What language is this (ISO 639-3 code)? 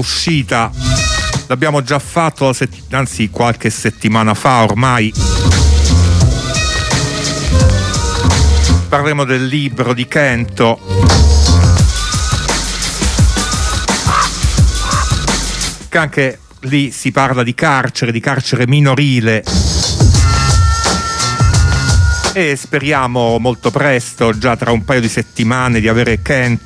ita